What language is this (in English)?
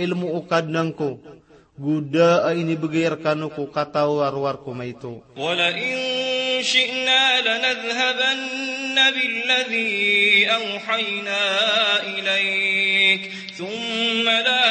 Maranao